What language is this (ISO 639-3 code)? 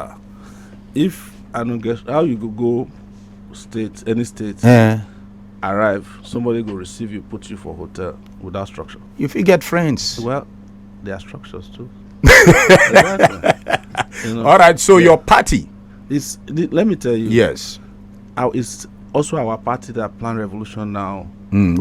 pcm